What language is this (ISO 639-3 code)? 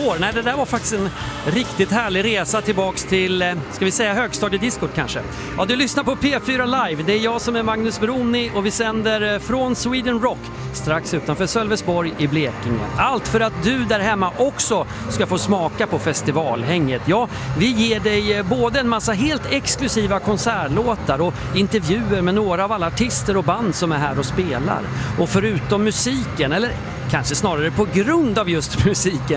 swe